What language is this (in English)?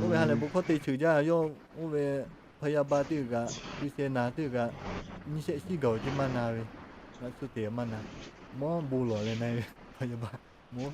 Lahu